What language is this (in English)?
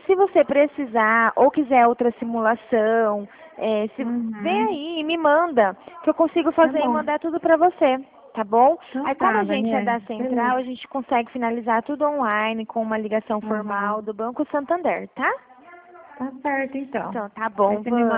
Portuguese